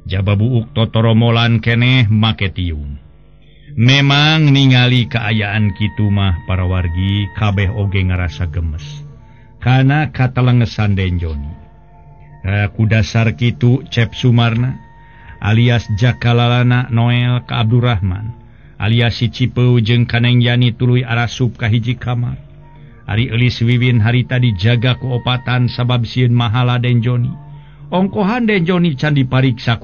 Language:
Sundanese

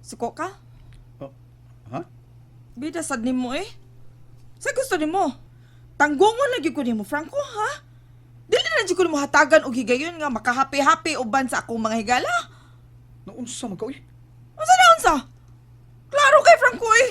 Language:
Cebuano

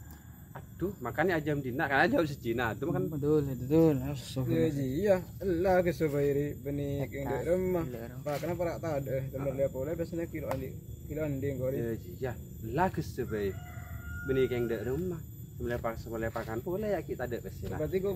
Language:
Madurese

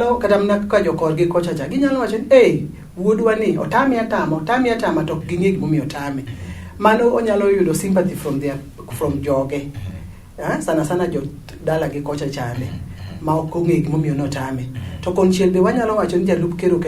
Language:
Luo (Kenya and Tanzania)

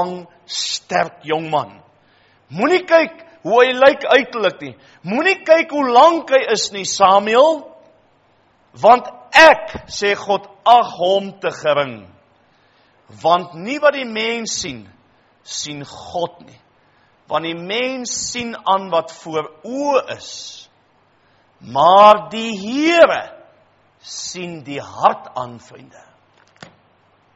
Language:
Afrikaans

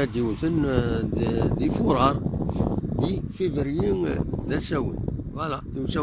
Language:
Kabyle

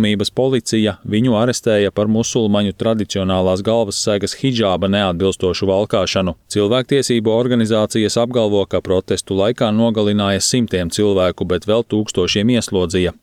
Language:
Latvian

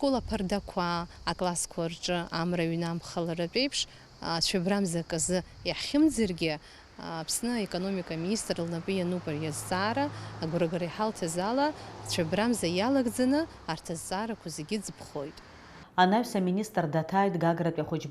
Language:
Abkhazian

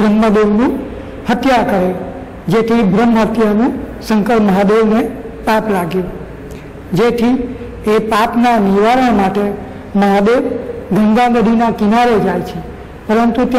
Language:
Gujarati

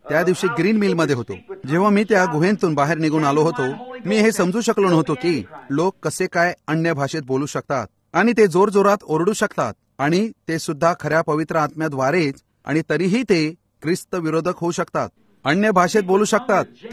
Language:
Marathi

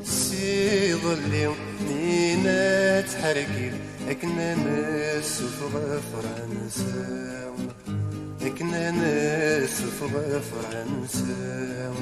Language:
Kabyle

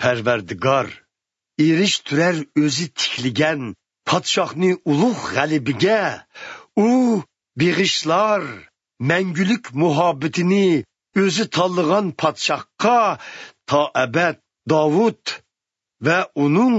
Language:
Uyghur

